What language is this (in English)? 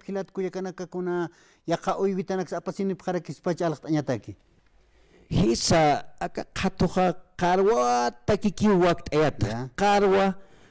Aymara